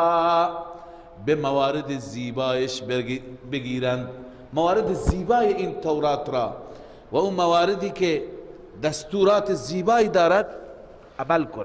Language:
Persian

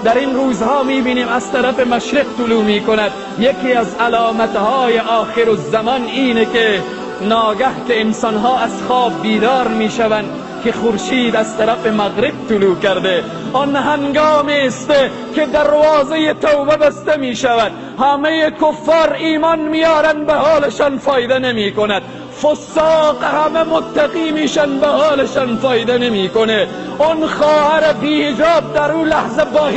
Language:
Tajik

